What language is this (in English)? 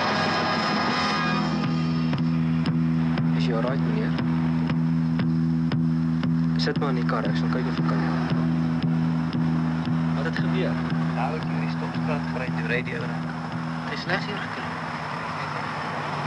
Afrikaans